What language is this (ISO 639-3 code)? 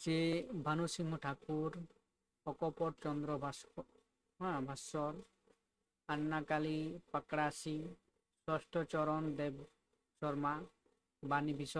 sat